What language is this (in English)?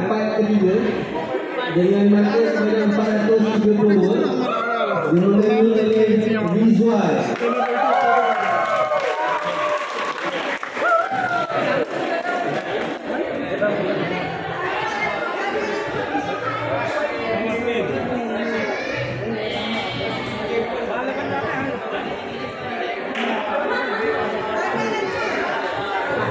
Malay